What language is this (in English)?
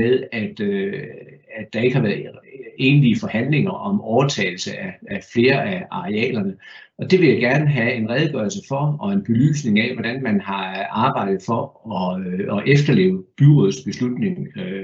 Danish